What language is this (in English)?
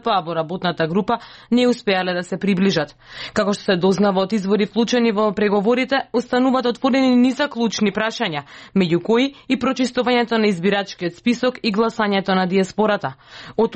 Macedonian